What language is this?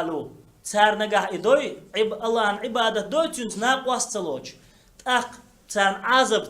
Chechen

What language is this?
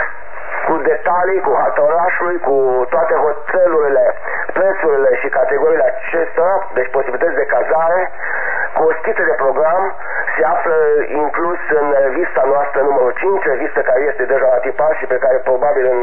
Romanian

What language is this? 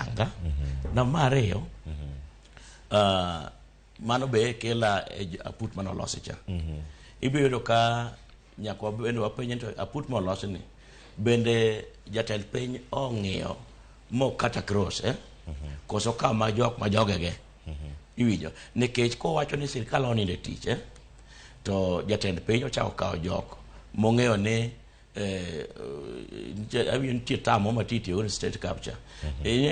Luo (Kenya and Tanzania)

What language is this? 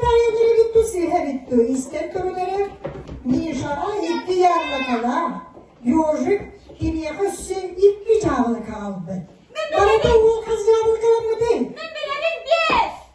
Yakut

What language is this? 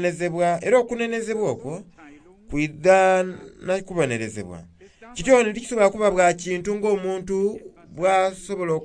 Soga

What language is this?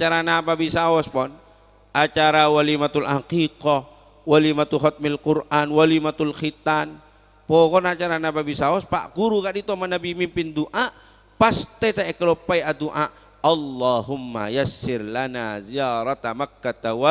Madurese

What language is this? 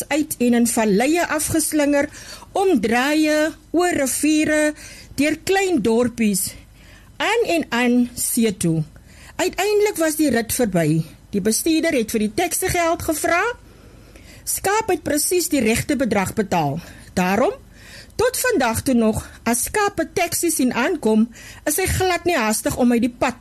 Afrikaans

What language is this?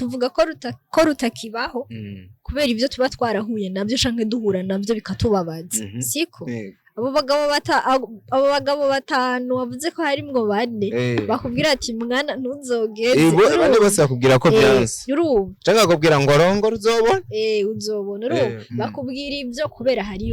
Rundi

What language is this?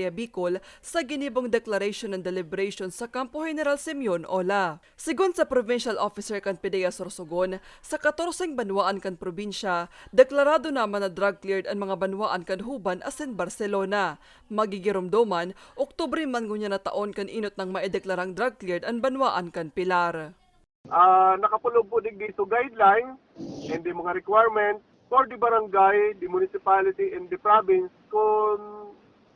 Bikol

